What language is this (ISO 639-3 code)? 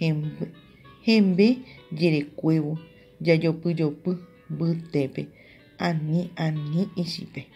grn